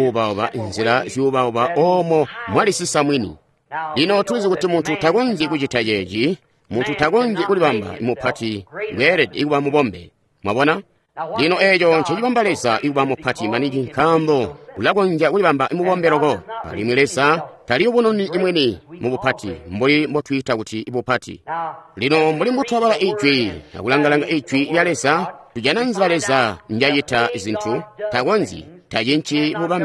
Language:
Tonga (Zambia)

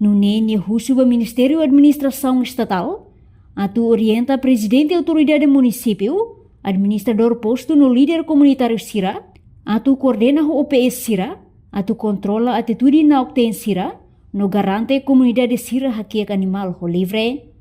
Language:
Tetum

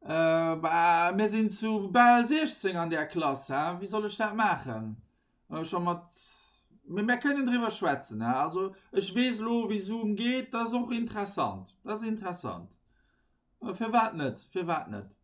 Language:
Luxembourgish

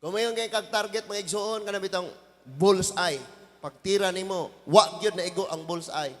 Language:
Cebuano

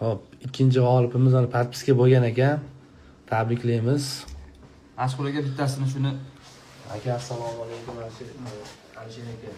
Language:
Uzbek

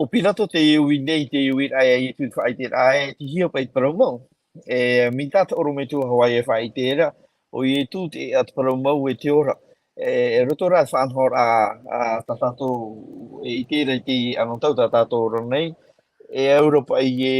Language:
Tahitian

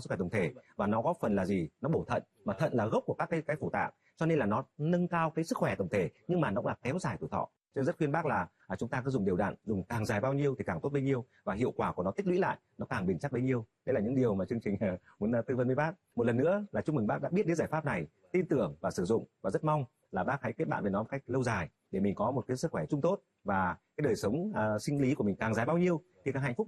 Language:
Vietnamese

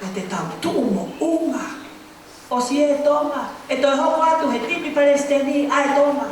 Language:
Tongan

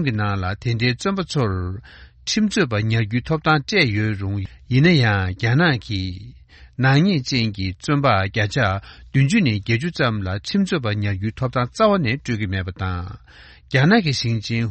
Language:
Tibetan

